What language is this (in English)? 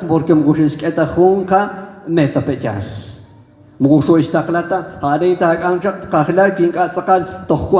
Kekchí